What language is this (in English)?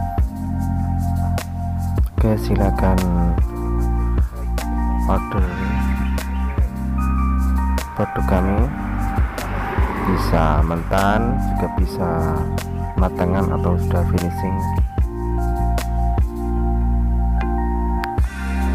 Indonesian